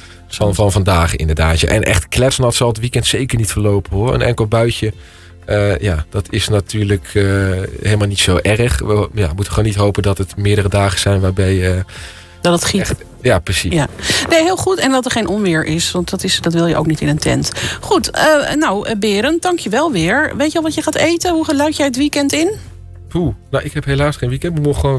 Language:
Dutch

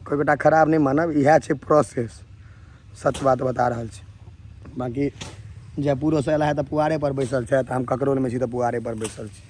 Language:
Maithili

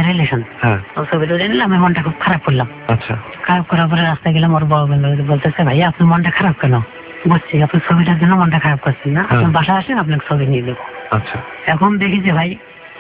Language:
Bangla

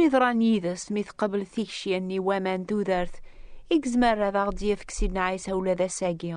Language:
Kabyle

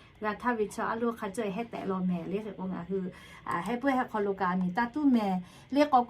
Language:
Lahu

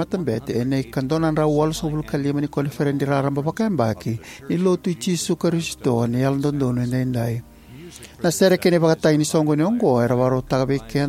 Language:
Fijian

